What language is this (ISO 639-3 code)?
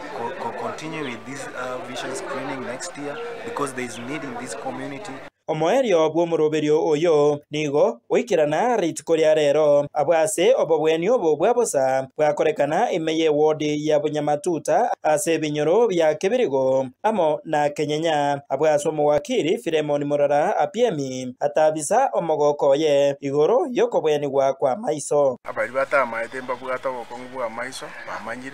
guz